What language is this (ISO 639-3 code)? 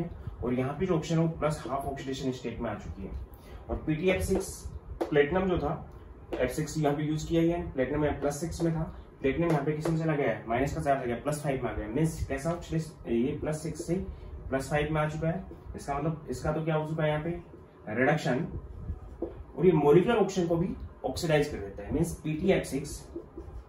hin